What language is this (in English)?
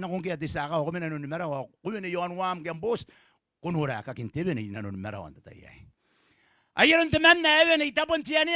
Gilbertese